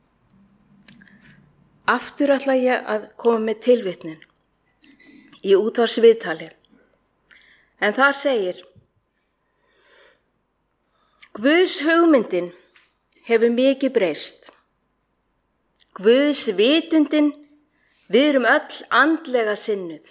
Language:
Icelandic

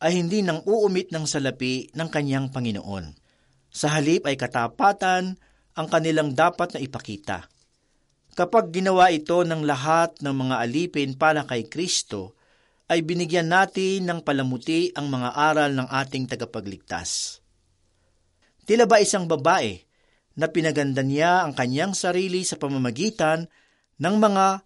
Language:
Filipino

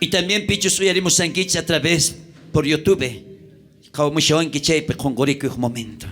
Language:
South Bolivian Quechua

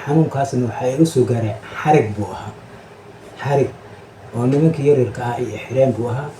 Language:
Somali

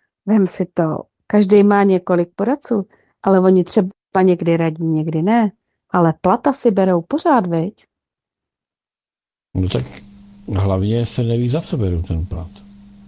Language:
Czech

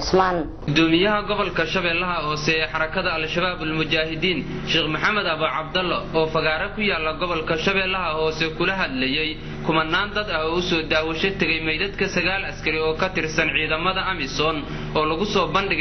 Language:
Somali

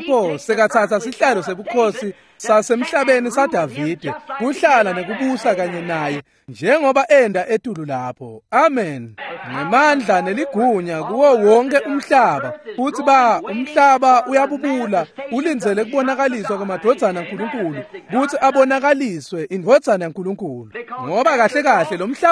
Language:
Swati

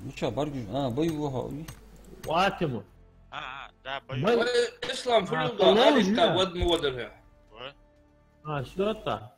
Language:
Ingush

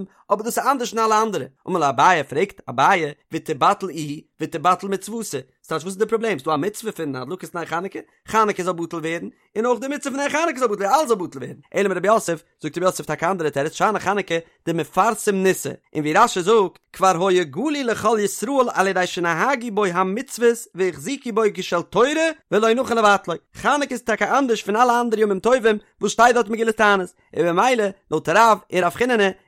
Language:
Yiddish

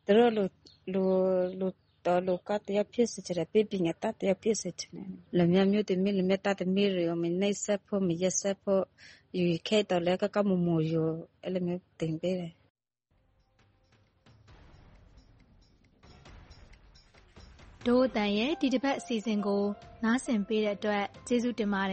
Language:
Burmese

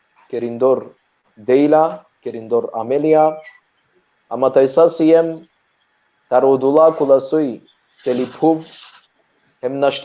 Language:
Balkan Romani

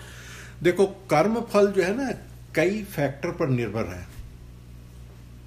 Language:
Hindi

